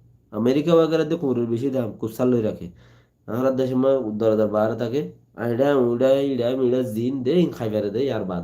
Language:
Rohingya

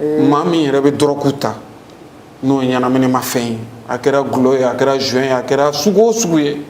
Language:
Bambara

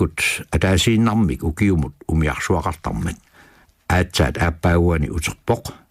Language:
Kalaallisut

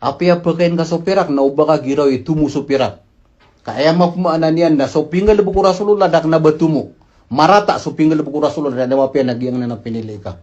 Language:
Maranao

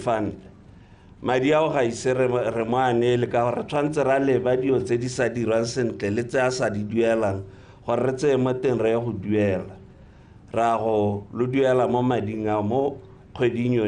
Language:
Tswana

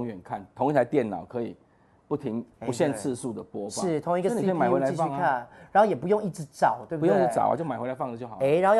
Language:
Chinese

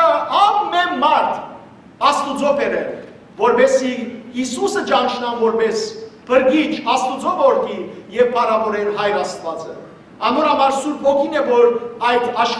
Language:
Western Armenian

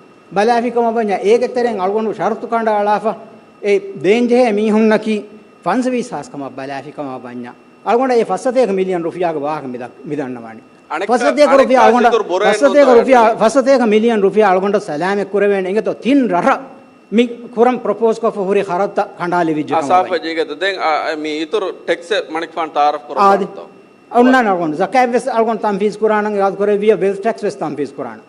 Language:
Divehi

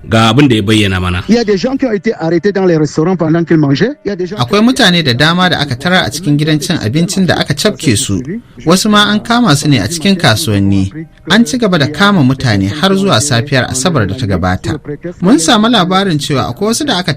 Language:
Hausa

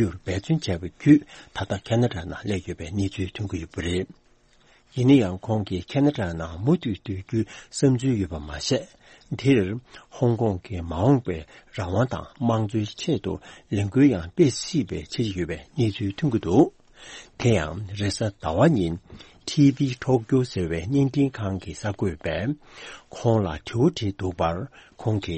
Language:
Tibetan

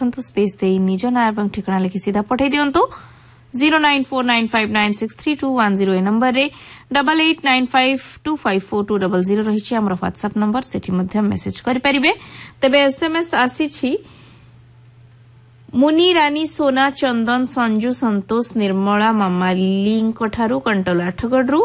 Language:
Odia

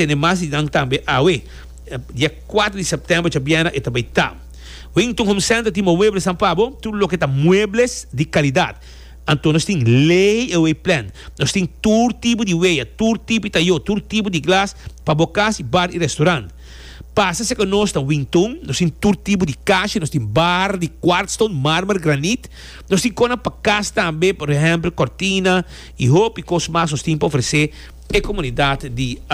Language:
Papiamento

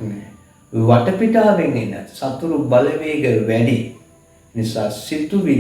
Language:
Sinhala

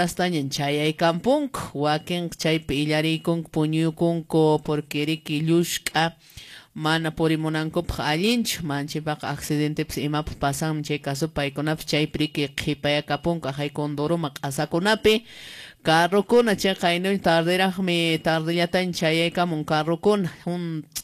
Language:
Quechua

